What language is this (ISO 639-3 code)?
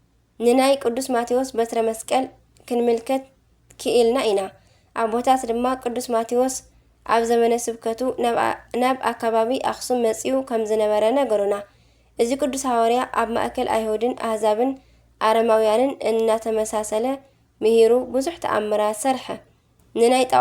tir